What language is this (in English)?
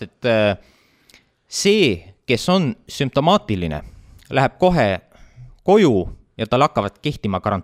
Estonian